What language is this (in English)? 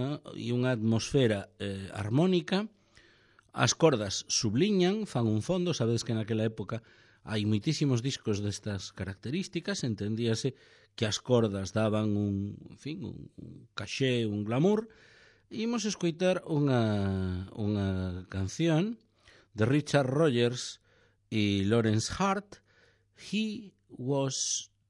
Galician